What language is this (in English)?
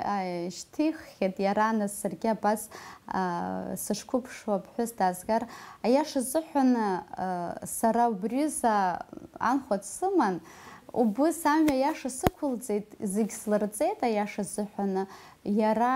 Abkhazian